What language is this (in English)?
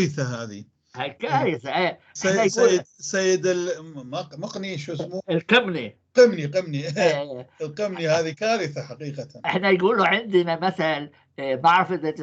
North Levantine Arabic